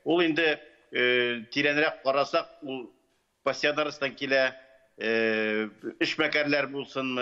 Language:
Tatar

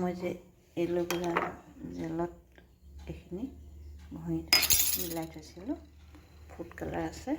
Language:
Assamese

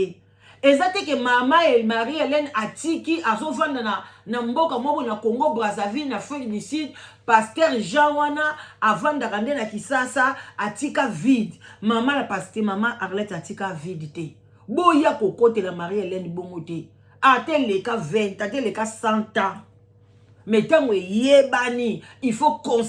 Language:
Lingala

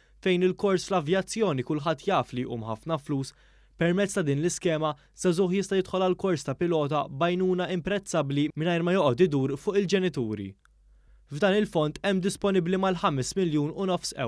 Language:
Maltese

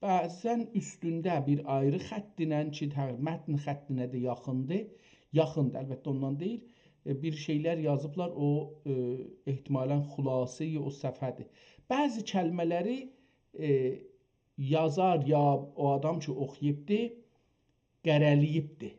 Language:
South Azerbaijani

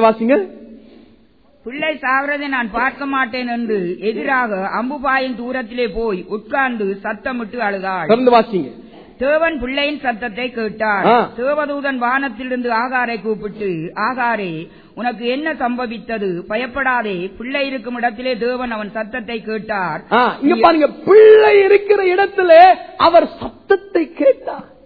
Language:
Tamil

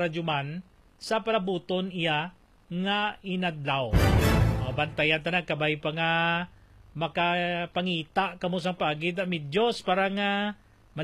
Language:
Hiligaynon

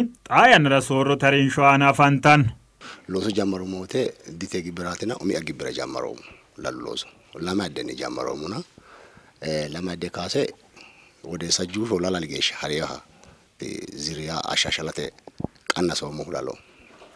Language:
Sidamo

